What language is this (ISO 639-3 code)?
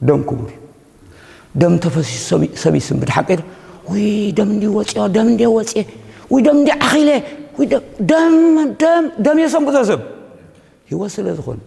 tir